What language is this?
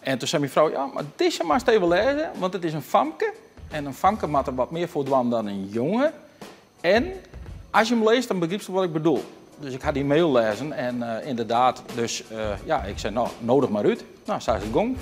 Western Frisian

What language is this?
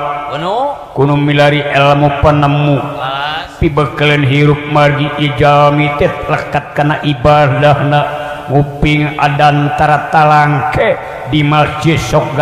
Sundanese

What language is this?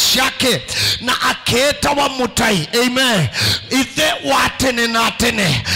Kamba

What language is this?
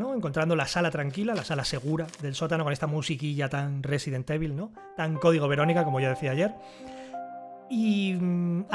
Spanish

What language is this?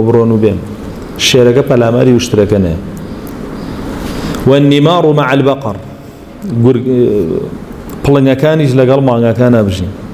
Central Kurdish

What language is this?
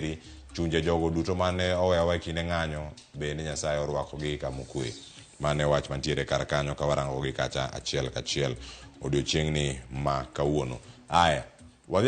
Luo (Kenya and Tanzania)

